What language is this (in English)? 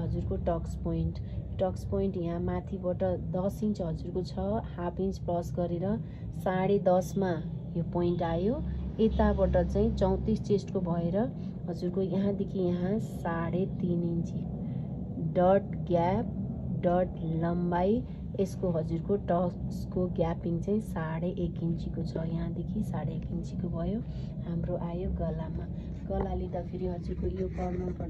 Nepali